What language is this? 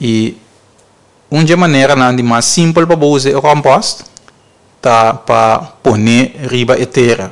Papiamento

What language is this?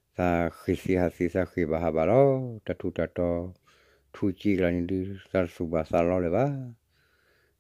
S'gaw Karen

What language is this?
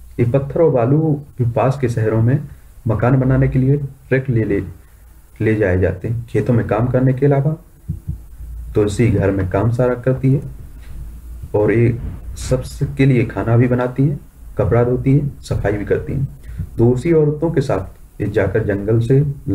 Hindi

